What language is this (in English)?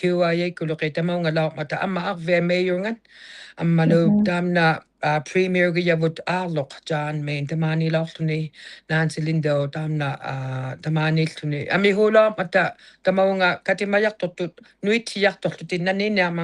Inuktitut